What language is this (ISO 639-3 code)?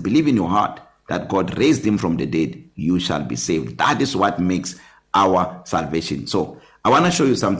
eng